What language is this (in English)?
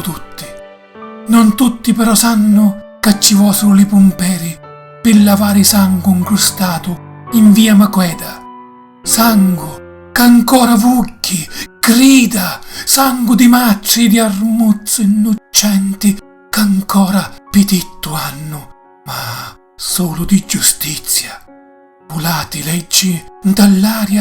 Sicilian